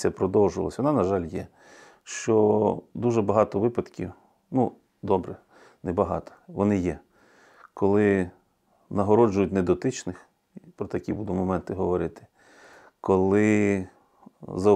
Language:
Ukrainian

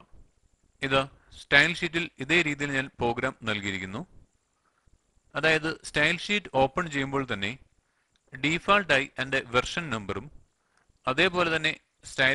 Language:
Malayalam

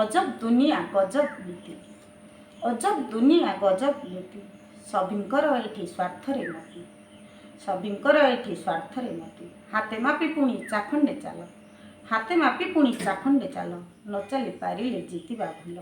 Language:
Odia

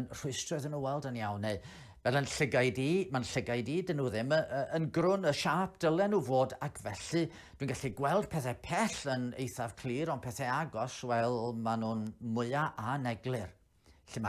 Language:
Welsh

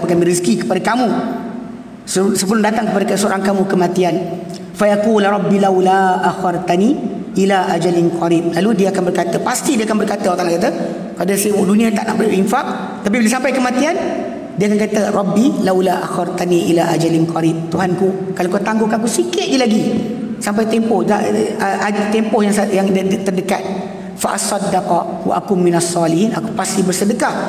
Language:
Malay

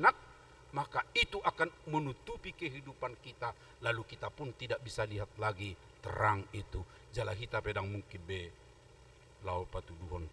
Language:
Batak Toba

